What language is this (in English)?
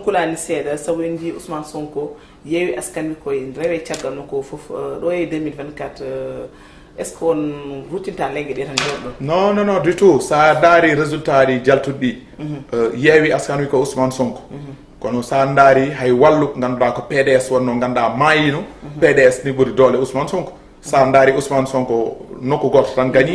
Fula